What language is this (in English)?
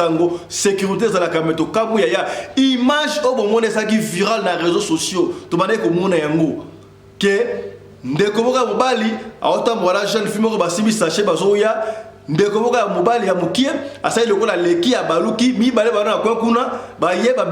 Lingala